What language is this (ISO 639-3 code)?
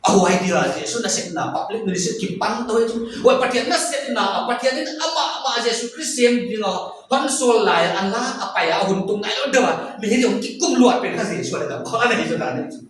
pck